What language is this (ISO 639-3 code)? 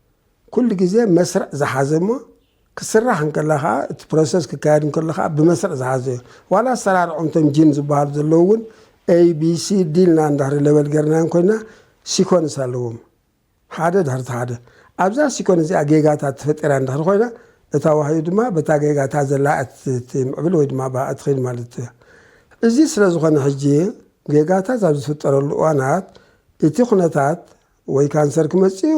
tir